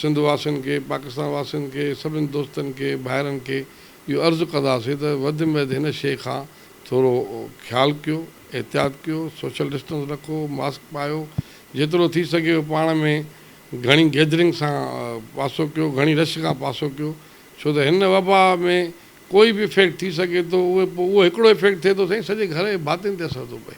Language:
Sindhi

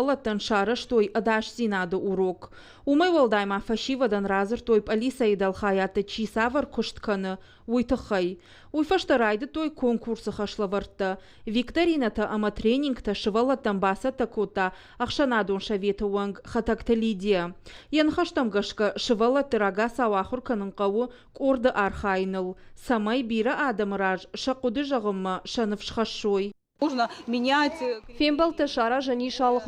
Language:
Ossetic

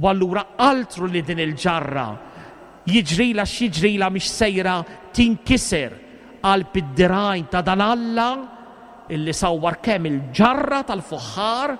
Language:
Maltese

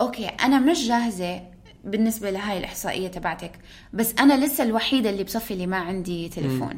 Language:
North Levantine Arabic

